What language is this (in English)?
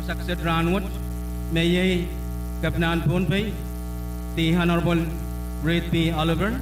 Pohnpeian